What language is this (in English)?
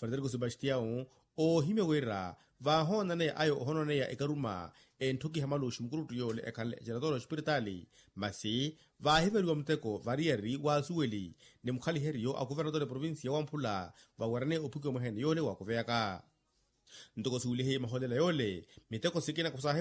Makhuwa